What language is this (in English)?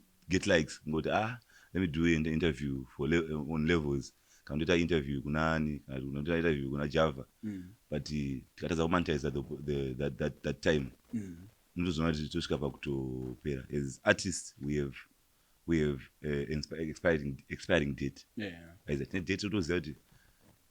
Shona